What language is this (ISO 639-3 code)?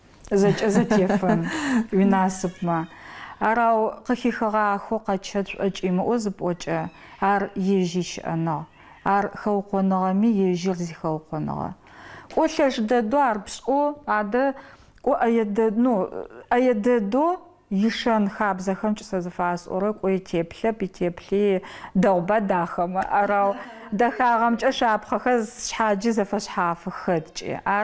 ady